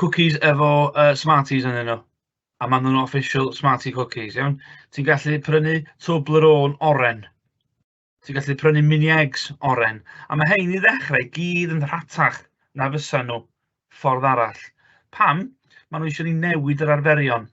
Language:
Welsh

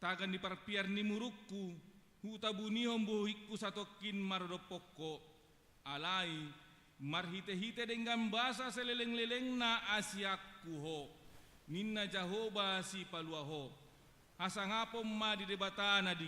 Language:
Batak Toba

